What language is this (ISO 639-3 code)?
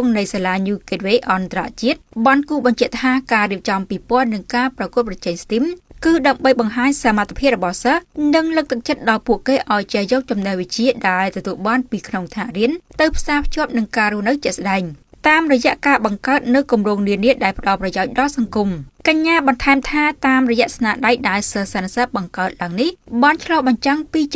khm